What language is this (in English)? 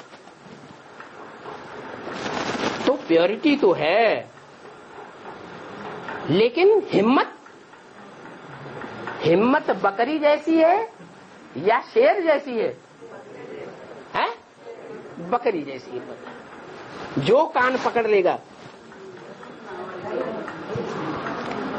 Hindi